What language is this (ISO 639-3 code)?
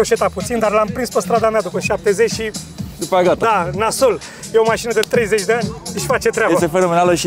ron